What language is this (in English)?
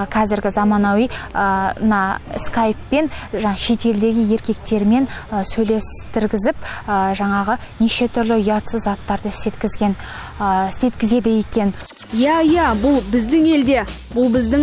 Kazakh